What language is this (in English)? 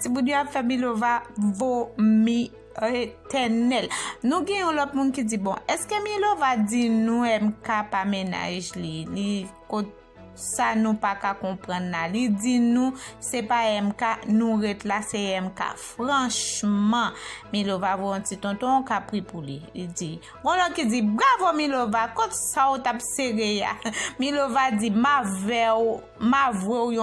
Haitian Creole